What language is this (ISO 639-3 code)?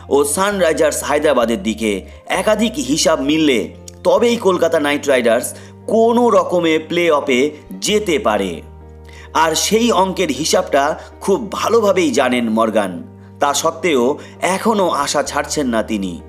ben